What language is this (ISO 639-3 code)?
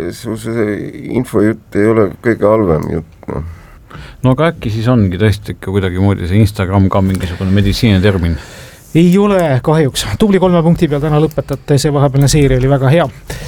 est